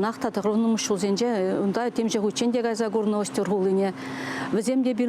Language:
Chuvash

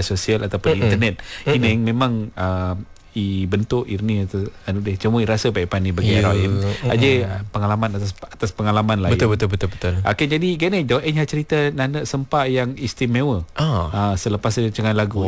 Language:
Malay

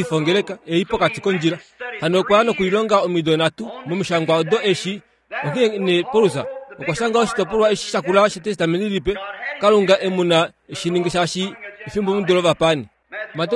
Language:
Kuanyama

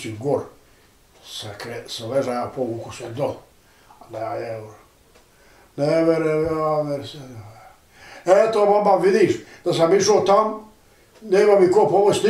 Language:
Bosnian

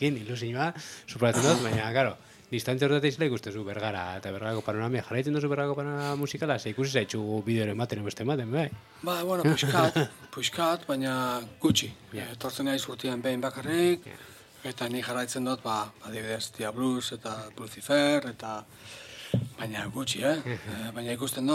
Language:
Basque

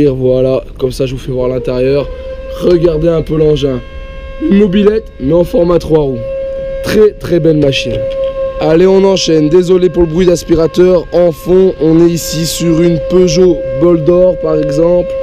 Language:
French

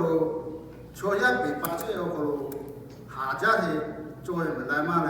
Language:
Lahu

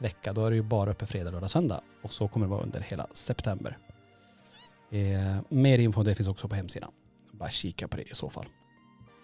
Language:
Swedish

